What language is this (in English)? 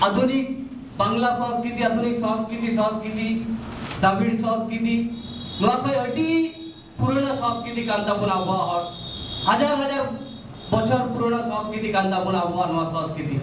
Santali